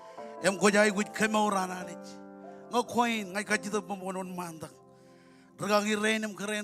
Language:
Marshallese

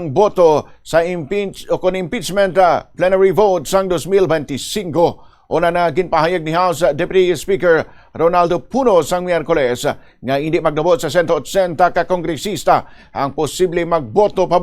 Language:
Hiligaynon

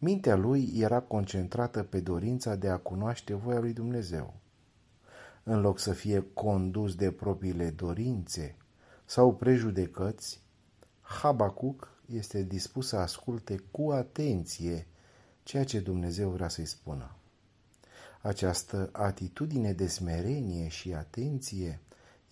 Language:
Romanian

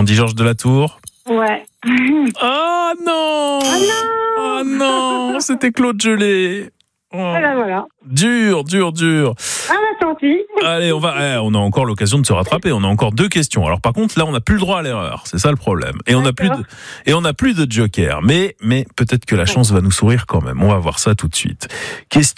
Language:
French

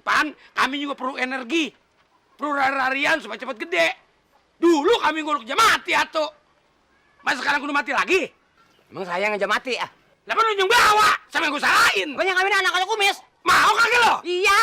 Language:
Betawi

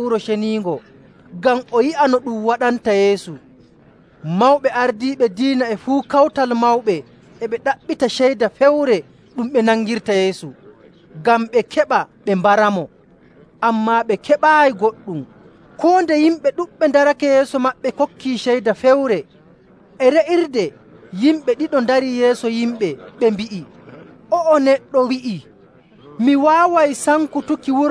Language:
Nigerian Fulfulde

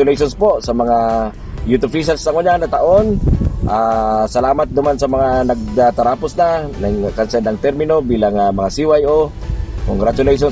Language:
Bikol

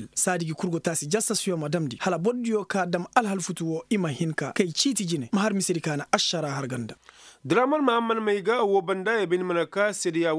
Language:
Koyraboro Senni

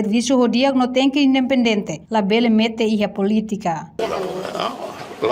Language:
Tetum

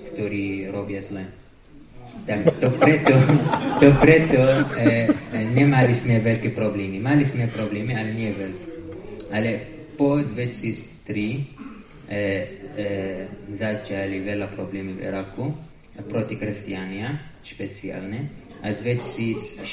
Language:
Slovak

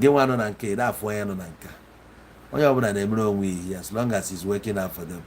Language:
Igbo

